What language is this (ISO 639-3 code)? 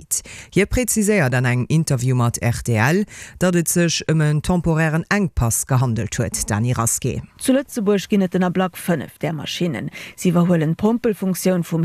ltz